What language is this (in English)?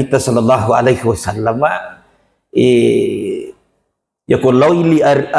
Buginese